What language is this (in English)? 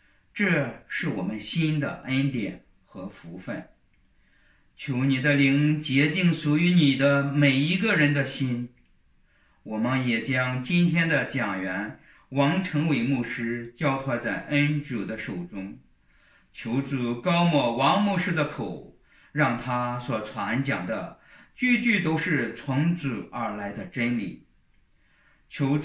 Chinese